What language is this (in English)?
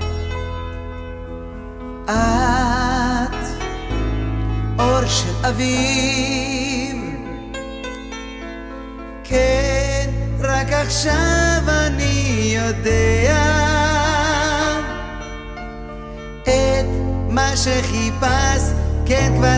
Hebrew